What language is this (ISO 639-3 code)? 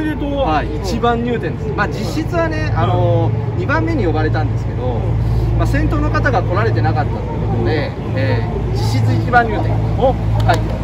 jpn